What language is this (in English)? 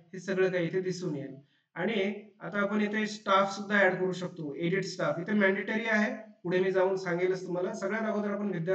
Marathi